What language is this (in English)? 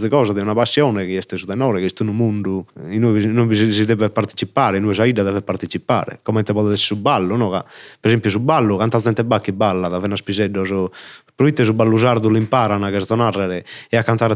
Sardinian